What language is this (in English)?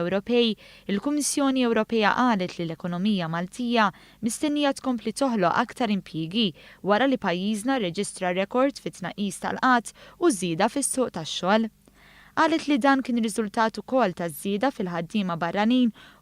Maltese